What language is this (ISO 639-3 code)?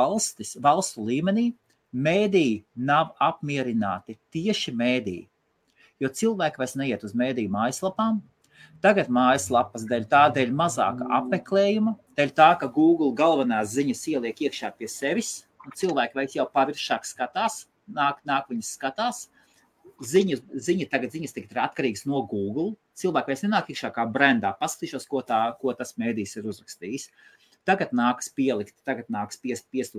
lav